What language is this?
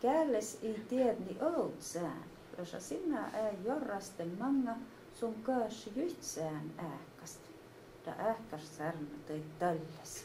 Skolt Sami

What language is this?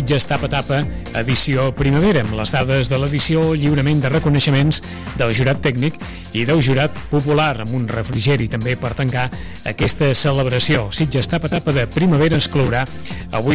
Catalan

